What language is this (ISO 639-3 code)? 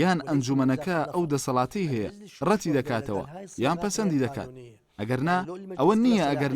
ckb